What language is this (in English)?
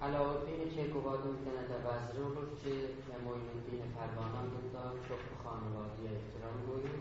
South Azerbaijani